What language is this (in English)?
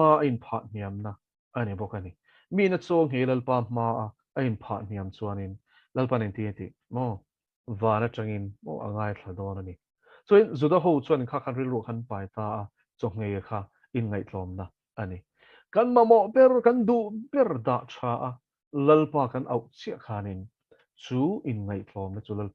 Mizo